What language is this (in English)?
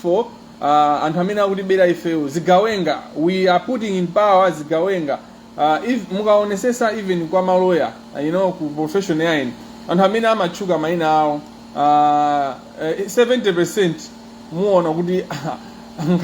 Nyanja